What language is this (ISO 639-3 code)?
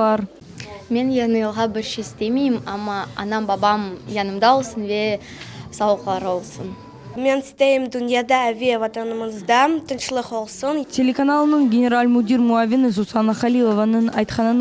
crh